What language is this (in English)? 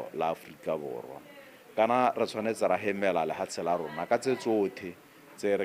Tswana